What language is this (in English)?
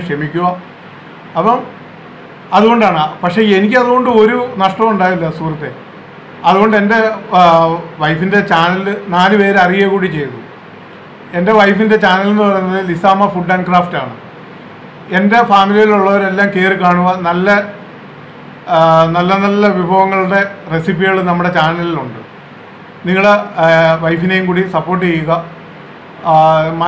Malayalam